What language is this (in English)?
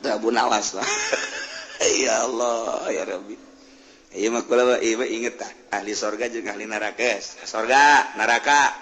Sundanese